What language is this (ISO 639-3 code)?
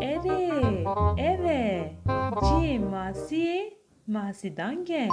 kur